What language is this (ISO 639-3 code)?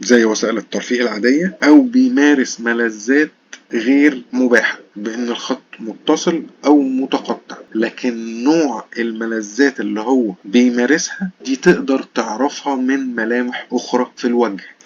arz